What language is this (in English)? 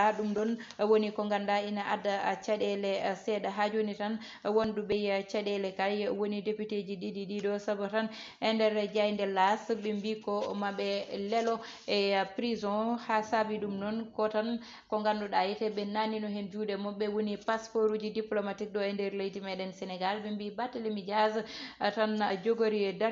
Fula